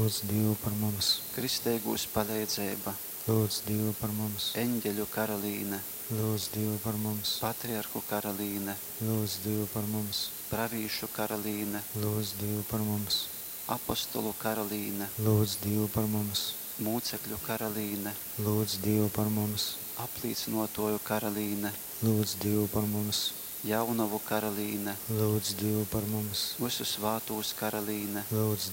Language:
Latgalian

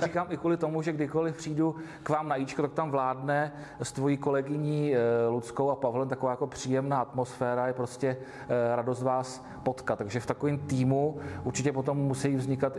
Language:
Czech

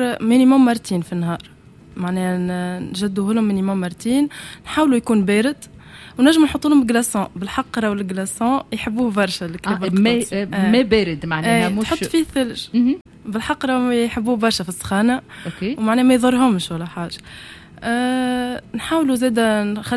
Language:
Tunisian Arabic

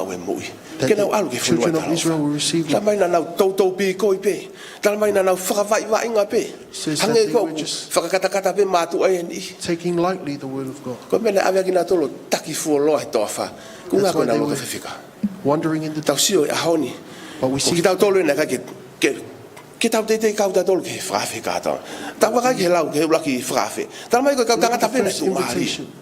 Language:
Tongan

